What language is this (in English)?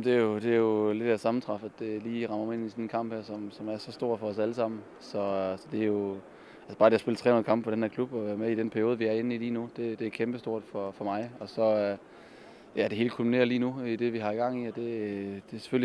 Danish